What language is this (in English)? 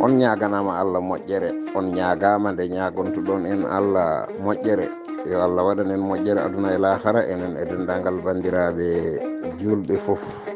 Fula